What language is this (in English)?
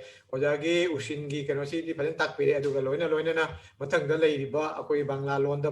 Manipuri